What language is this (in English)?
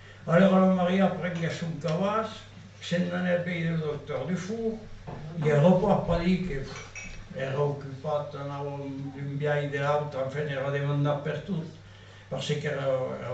Occitan